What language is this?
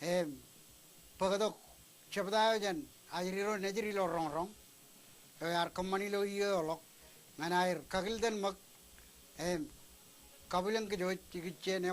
Marshallese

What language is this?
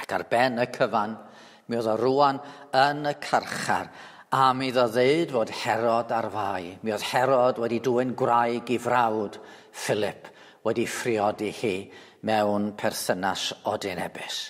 Welsh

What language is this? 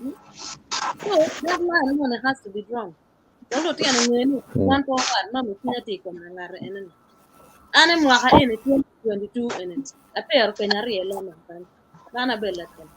Acoli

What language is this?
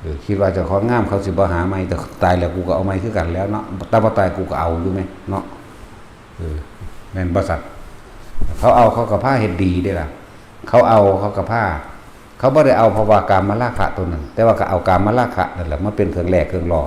Lao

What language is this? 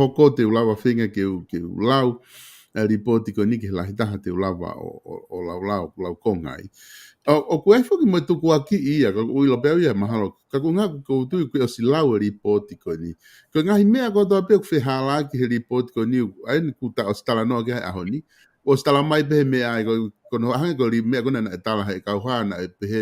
Tongan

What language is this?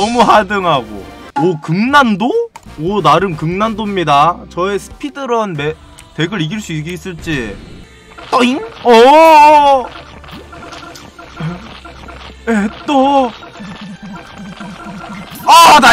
Korean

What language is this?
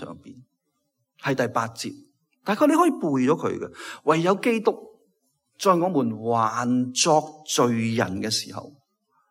Cantonese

